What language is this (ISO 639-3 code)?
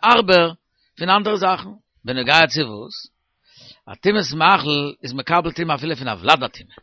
yid